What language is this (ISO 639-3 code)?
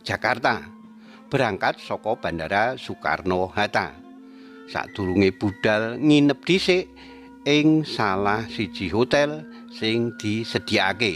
jav